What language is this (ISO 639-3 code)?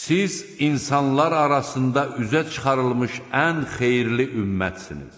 aze